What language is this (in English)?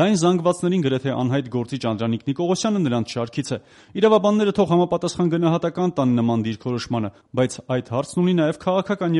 Armenian